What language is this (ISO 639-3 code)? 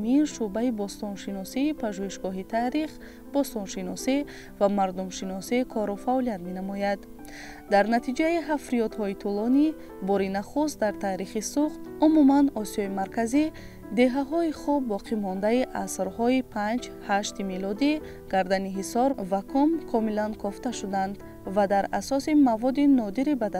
tgk